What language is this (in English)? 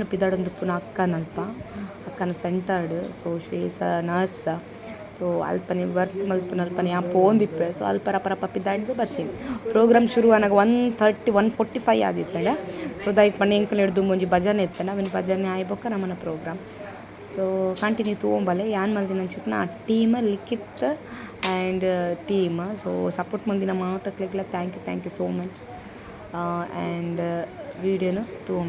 Tulu